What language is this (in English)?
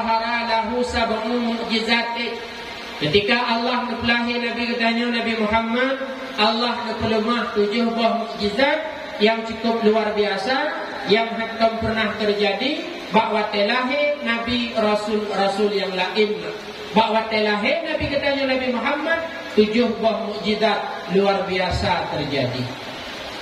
Achinese